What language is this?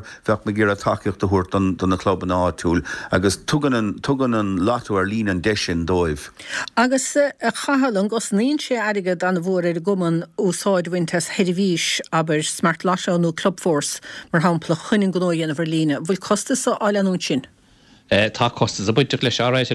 Irish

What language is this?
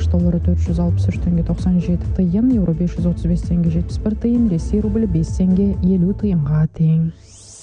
Kazakh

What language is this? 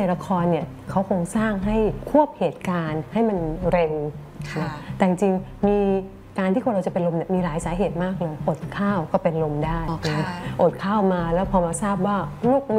Thai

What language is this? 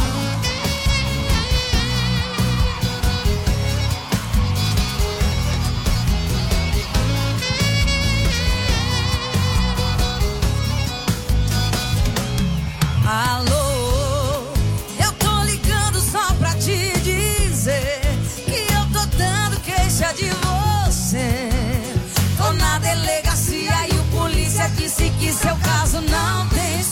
Portuguese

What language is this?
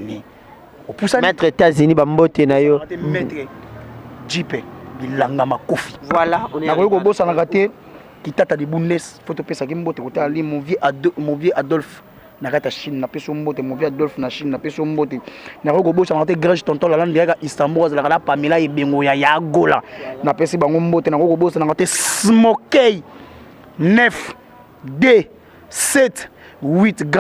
Lingala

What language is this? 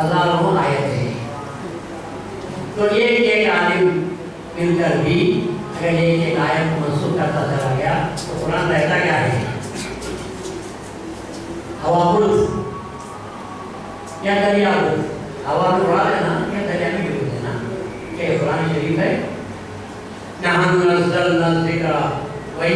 Urdu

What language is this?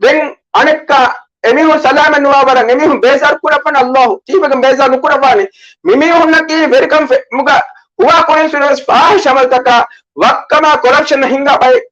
Divehi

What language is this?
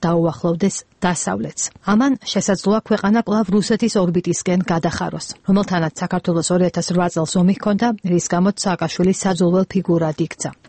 Georgian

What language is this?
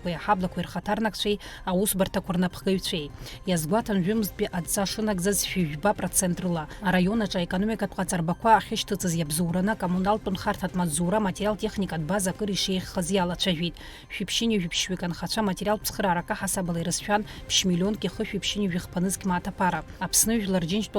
Abkhazian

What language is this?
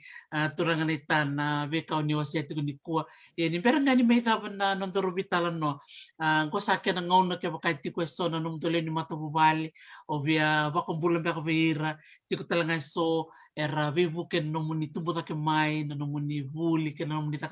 Fijian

